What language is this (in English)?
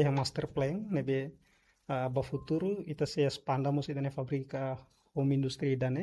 Tetum